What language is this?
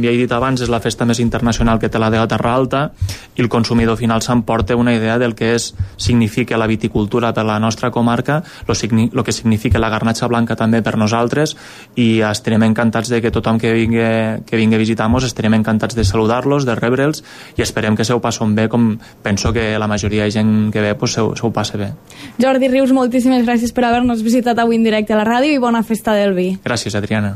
Catalan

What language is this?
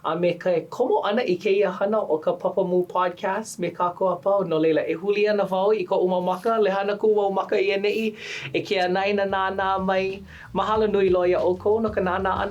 Hawaiian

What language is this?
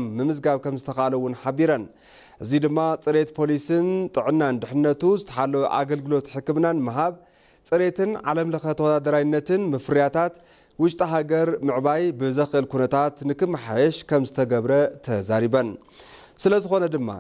Tigrinya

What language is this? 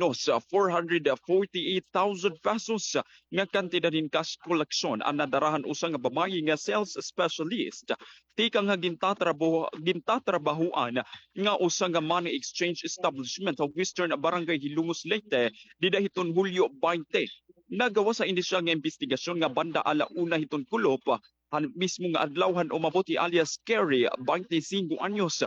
Waray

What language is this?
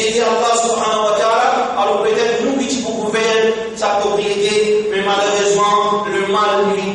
Morisyen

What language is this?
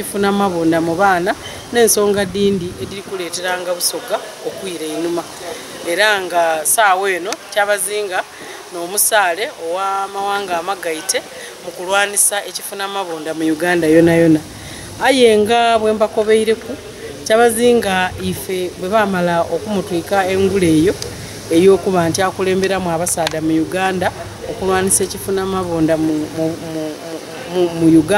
Soga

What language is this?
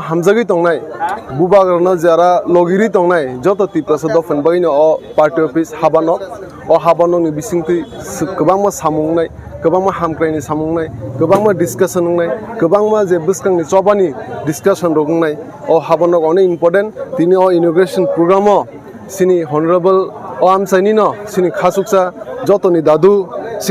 Kok Borok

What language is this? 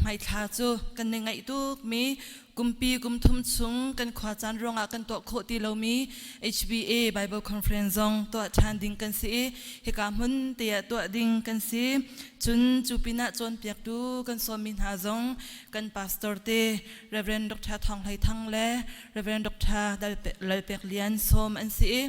Hakha Chin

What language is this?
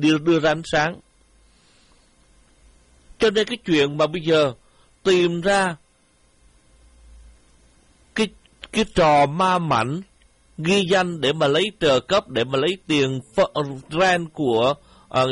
Vietnamese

